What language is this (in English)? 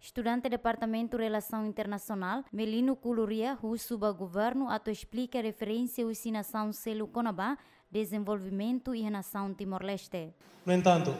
Tetum